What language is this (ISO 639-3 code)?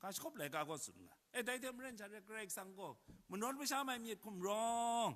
kac